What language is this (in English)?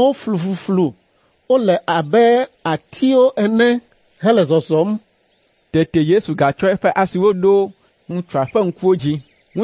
Ewe